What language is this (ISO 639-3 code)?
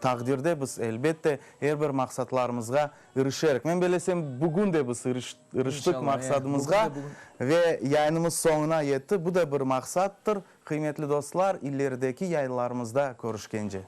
crh